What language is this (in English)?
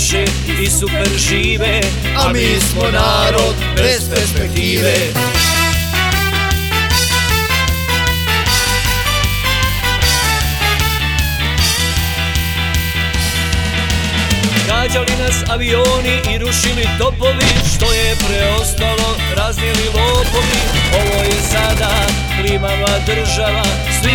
Bosnian